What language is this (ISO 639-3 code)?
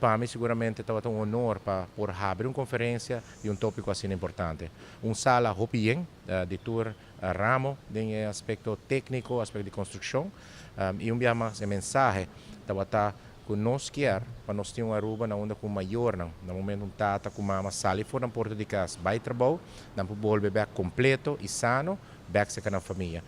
pap